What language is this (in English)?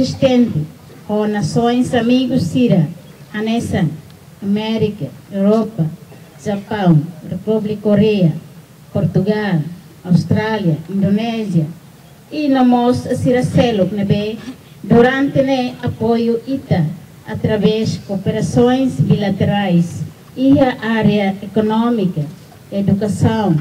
Tetum